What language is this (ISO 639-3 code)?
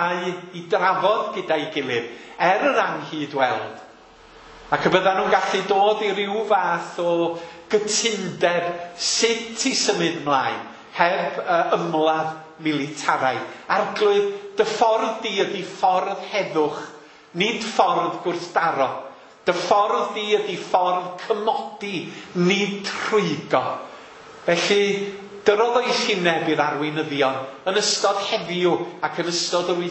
cym